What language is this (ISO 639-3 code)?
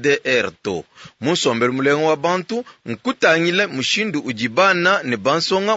lua